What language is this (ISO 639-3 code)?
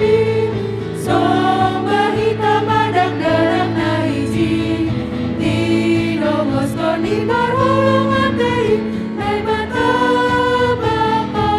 bts